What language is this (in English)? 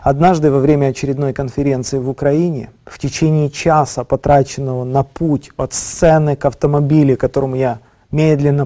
Russian